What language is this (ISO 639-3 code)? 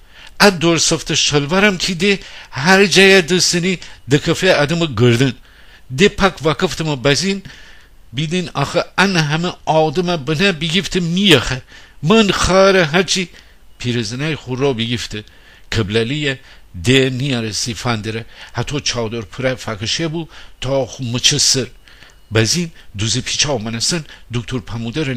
glk